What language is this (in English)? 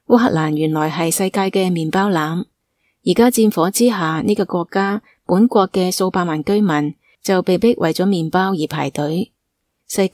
Cantonese